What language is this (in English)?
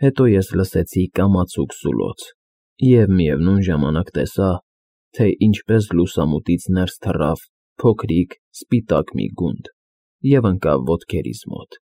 Armenian